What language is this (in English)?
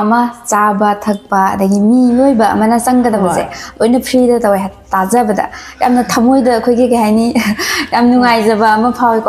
Manipuri